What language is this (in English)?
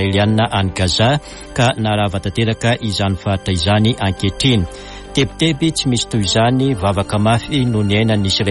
Malagasy